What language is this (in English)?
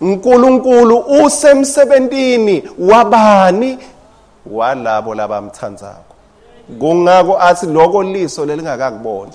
Swati